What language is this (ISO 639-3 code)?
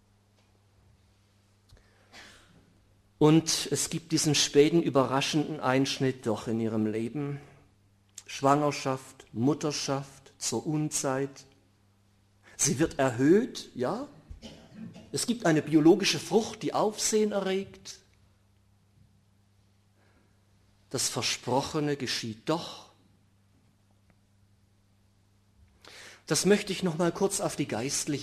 deu